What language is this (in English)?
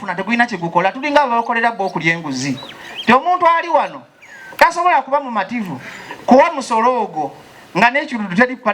Ganda